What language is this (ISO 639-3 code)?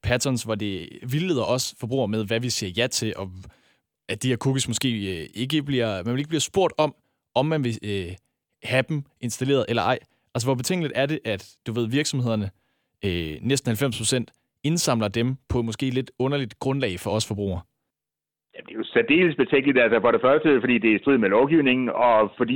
dan